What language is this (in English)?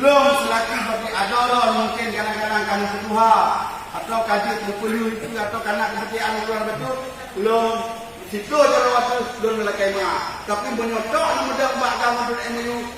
Achinese